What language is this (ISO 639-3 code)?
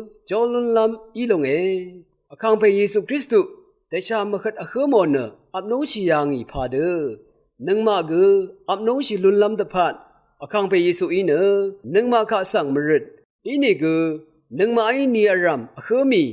raw